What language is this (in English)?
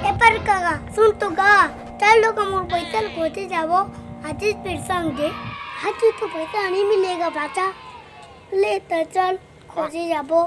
Chhattisgarhi